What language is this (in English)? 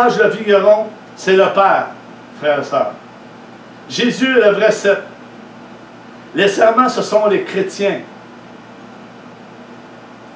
French